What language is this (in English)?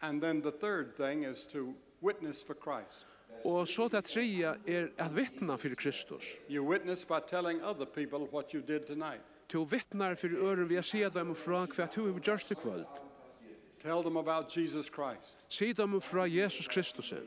Faroese